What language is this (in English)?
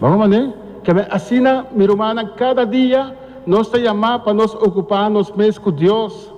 Papiamento